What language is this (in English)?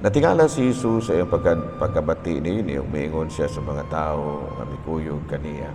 Cebuano